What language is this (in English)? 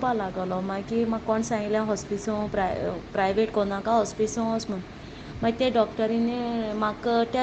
Konkani